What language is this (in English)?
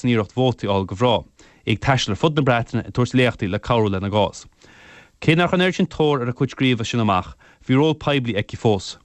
Irish